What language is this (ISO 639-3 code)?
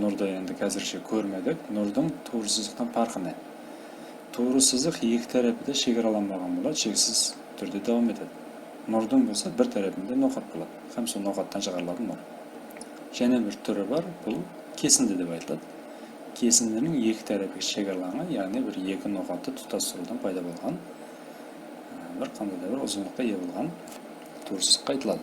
kaa